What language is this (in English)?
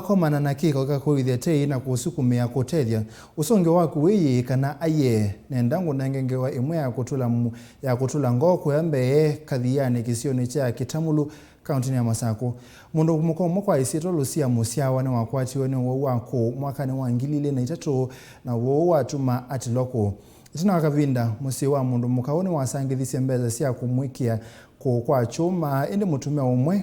Kamba